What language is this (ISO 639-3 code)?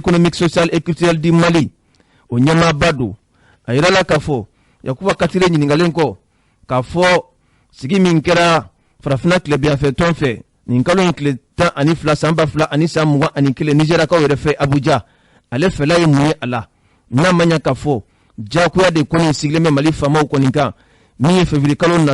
bam